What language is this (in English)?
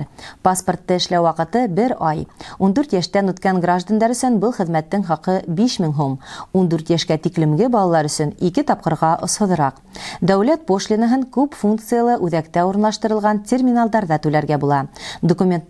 Bashkir